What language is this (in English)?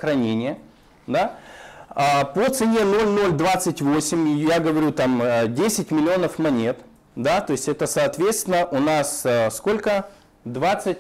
Russian